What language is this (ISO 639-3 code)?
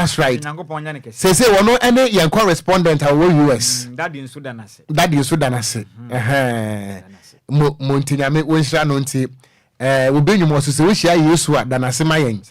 aka